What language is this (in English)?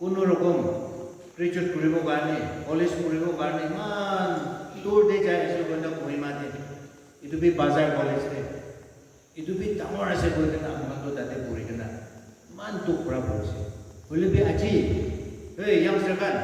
Naga Pidgin